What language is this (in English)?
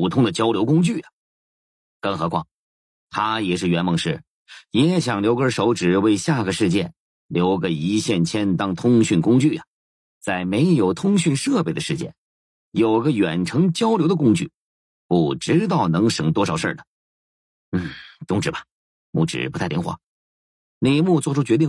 Chinese